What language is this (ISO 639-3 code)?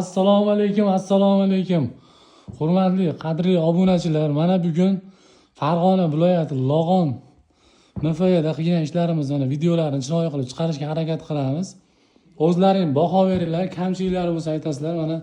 uzb